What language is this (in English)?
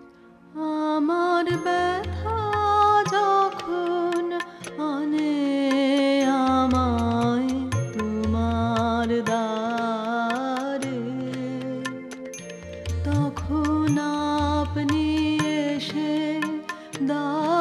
Bangla